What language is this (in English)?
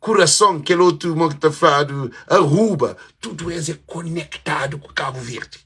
Kabuverdianu